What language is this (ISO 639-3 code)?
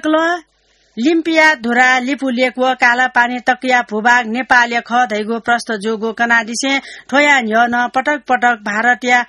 new